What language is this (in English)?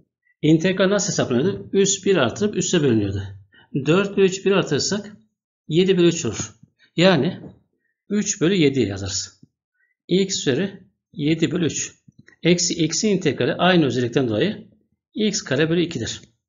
Turkish